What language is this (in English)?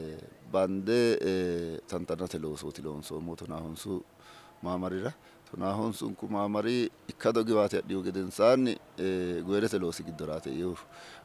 Sidamo